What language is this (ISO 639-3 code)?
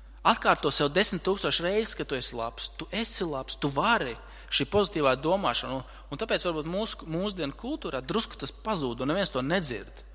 lav